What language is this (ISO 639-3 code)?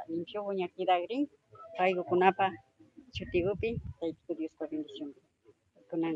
qvi